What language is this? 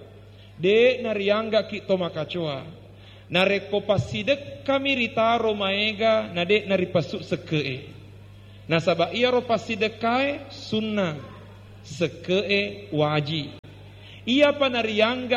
Buginese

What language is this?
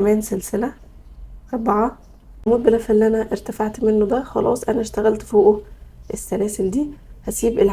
Egyptian Arabic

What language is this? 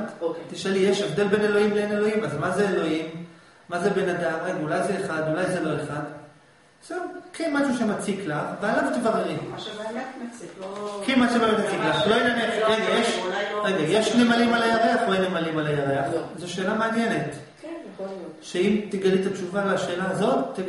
Hebrew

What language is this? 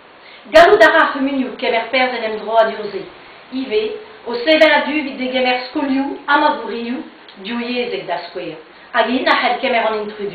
Breton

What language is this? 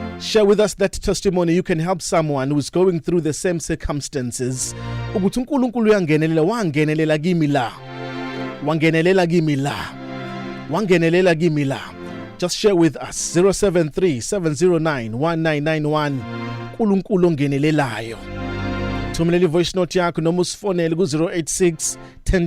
Zulu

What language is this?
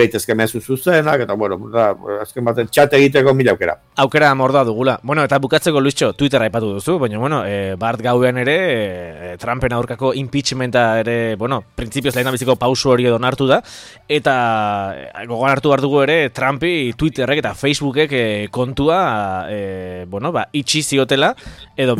Basque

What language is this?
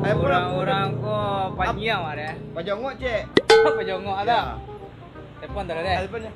Minangkabau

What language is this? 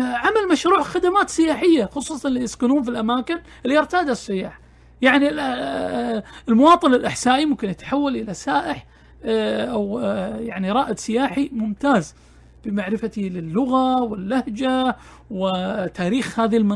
Najdi Arabic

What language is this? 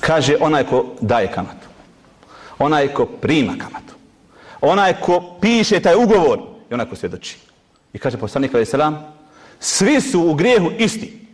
Bosnian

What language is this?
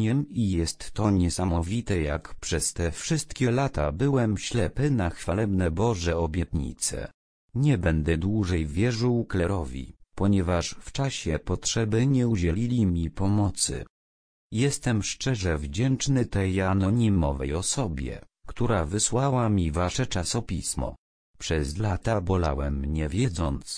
Polish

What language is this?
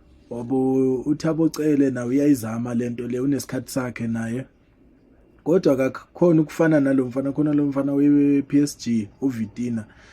Zulu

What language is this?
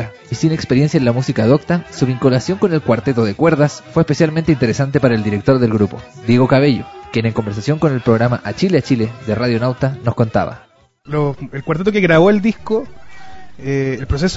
Spanish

